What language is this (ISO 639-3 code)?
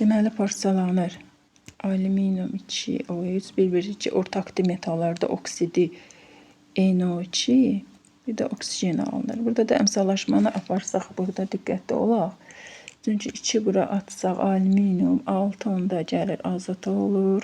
aze